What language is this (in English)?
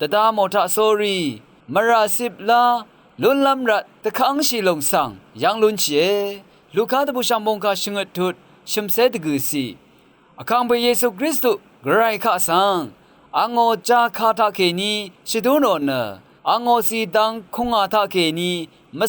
Rawang